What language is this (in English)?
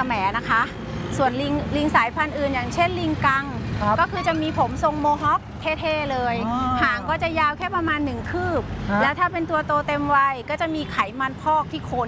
Thai